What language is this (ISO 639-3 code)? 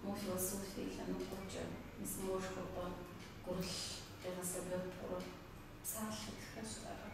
kbd